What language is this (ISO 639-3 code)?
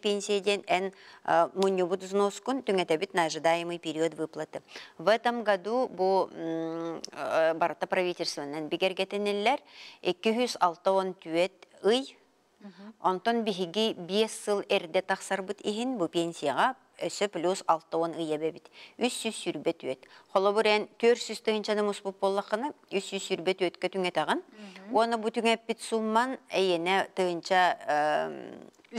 sah